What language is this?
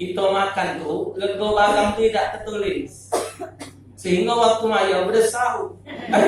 Musi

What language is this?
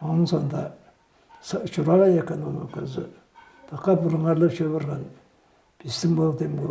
Tuvinian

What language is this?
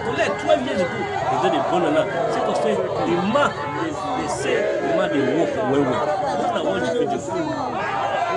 Nigerian Pidgin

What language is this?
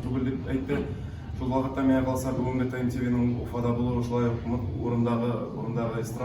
Tatar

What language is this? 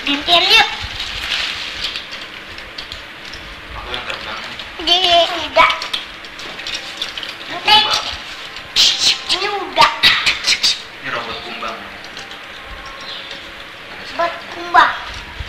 Indonesian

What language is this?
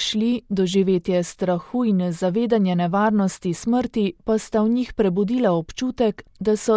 Slovenian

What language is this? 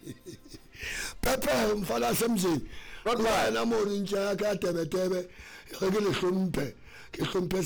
Southern Sotho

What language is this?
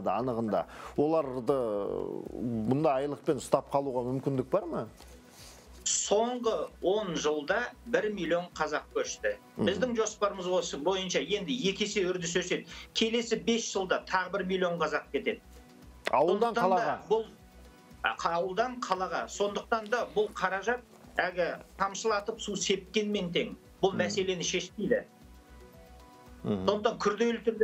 Kazakh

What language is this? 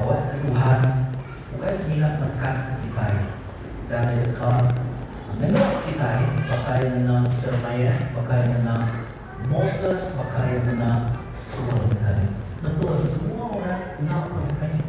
Iban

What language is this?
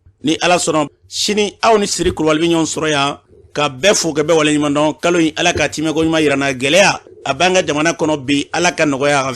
Bambara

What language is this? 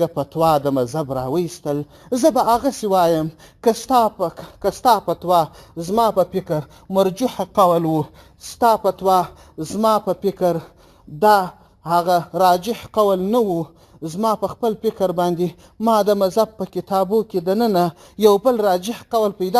Pashto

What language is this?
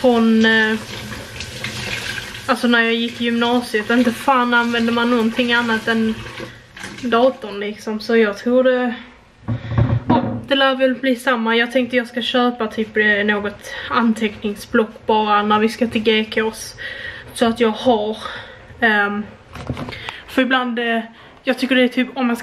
Swedish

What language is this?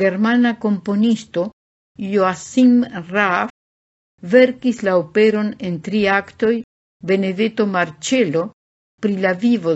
Esperanto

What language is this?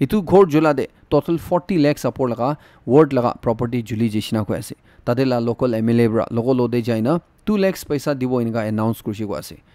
Naga Pidgin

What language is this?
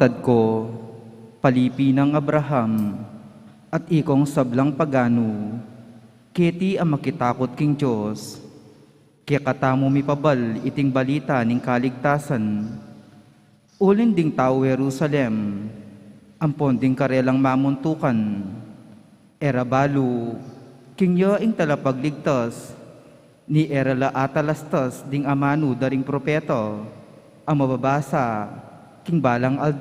Pampanga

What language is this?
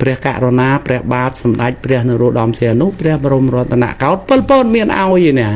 Khmer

